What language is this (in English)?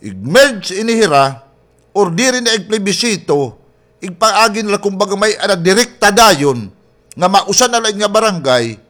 Waray